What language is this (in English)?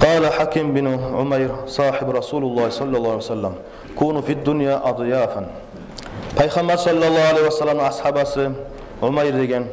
Kumyk